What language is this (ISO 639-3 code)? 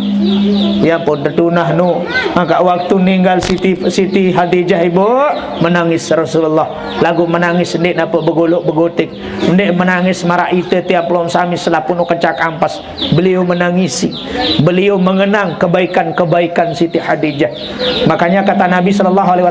sas